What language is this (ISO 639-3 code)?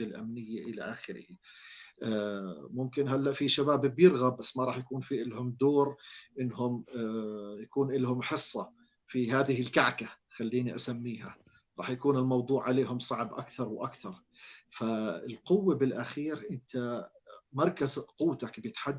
apc